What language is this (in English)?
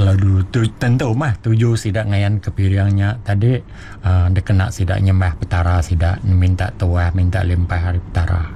Iban